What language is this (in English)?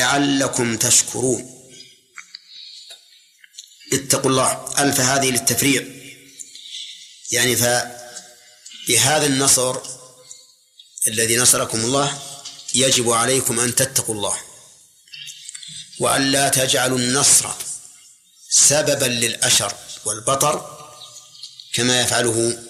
Arabic